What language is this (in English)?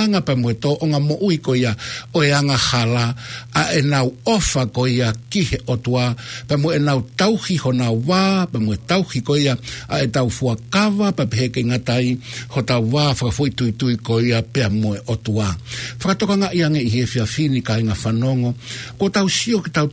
Tongan